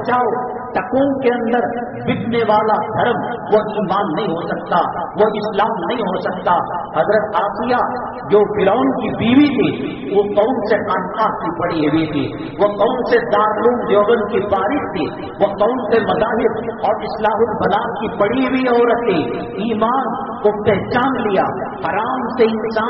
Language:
Urdu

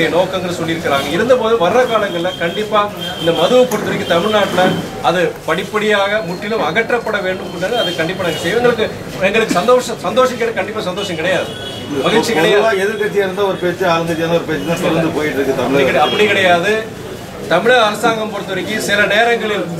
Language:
Tamil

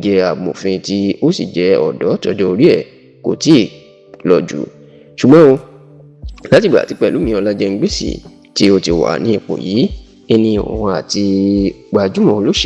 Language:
Yoruba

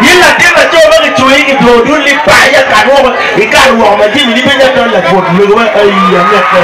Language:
Acoli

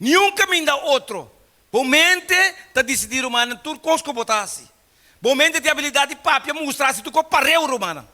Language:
Papiamento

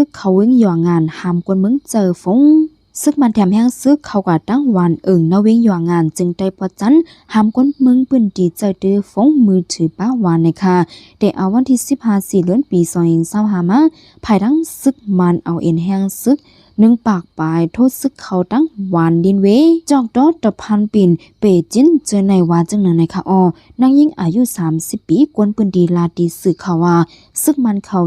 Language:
Shan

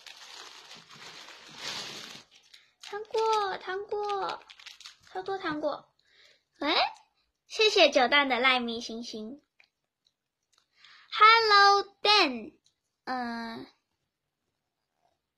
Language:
Chinese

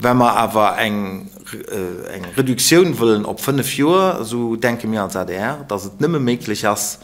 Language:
Luxembourgish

